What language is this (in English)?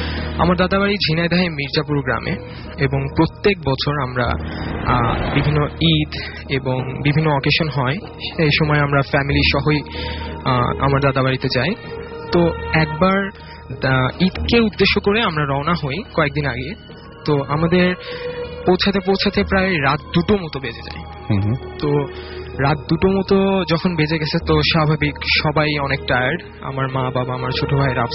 Bangla